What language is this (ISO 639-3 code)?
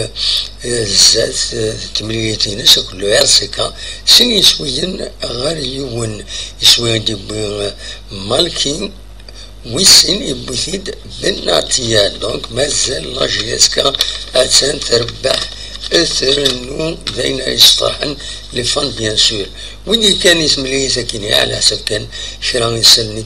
kab